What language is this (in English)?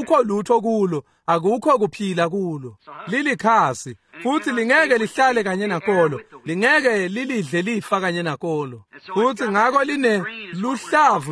Swati